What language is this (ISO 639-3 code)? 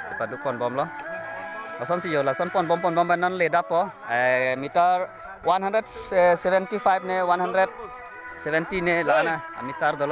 mjw